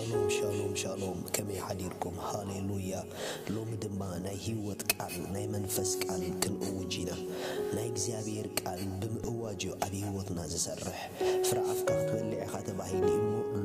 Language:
Tigrinya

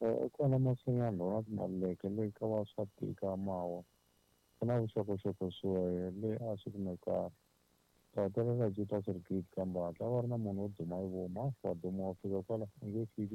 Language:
Tsonga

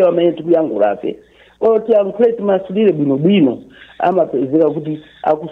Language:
Nyanja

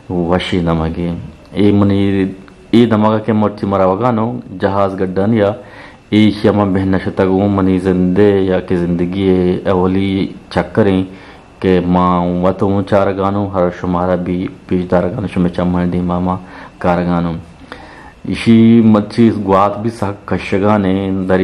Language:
Eastern Balochi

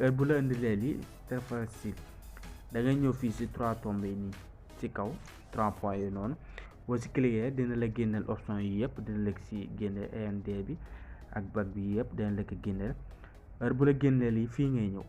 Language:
Wolof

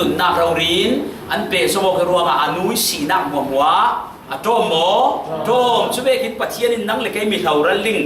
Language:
Falam Chin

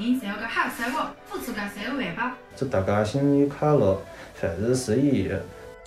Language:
Wu Chinese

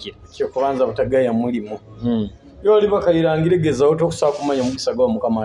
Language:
Nyoro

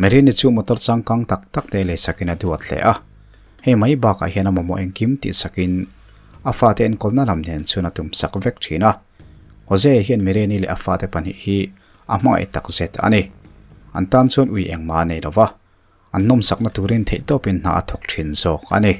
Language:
Mizo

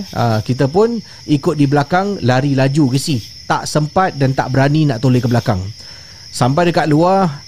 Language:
Malay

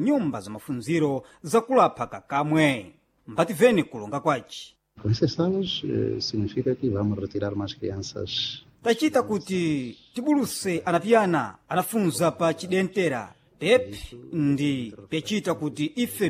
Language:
Sena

